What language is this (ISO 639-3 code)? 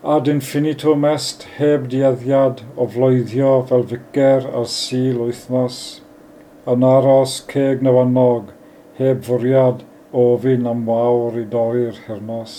cym